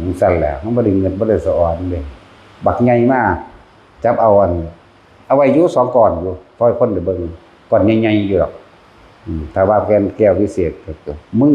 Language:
Northeastern Thai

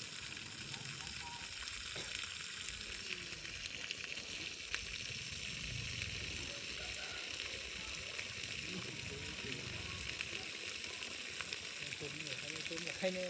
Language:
Northeastern Thai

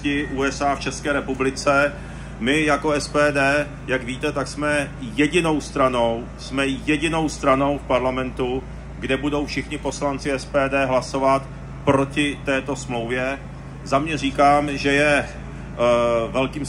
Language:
Czech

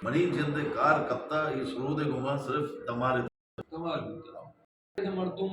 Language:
Baluchi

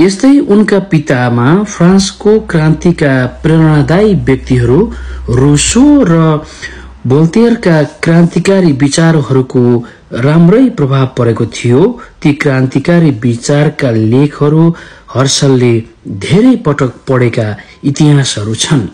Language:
Nepali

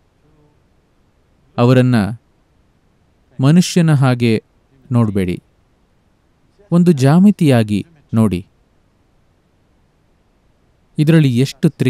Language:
Kannada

